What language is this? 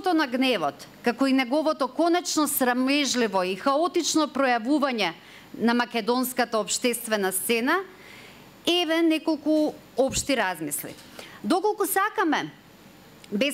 Macedonian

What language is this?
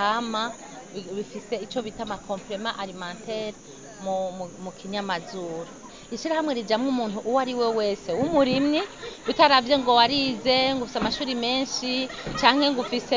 Rundi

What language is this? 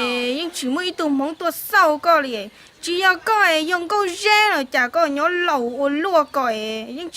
Hmong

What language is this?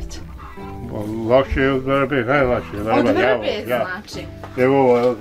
Bosnian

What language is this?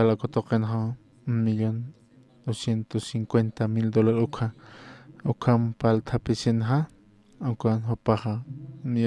Aymara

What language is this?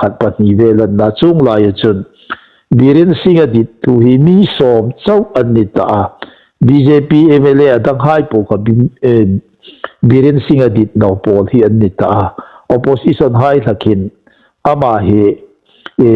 Hmar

